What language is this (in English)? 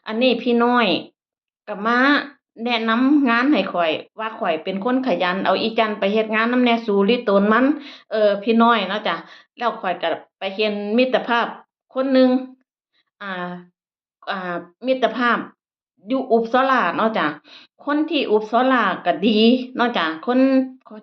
Northeastern Thai